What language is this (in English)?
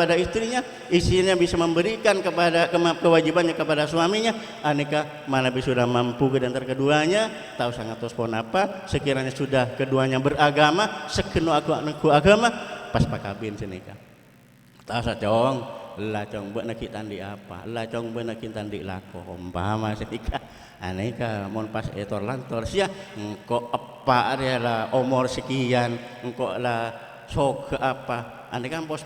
Madurese